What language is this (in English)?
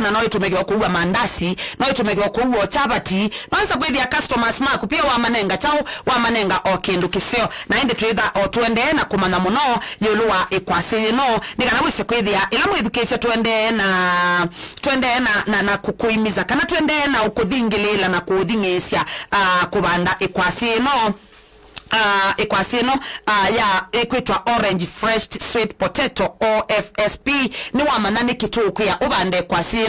Kamba